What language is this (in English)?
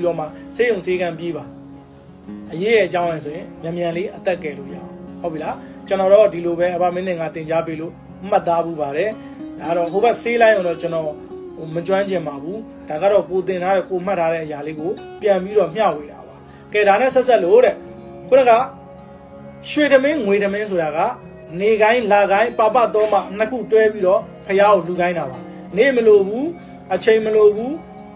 Burmese